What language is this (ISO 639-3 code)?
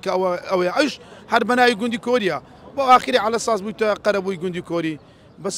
ckb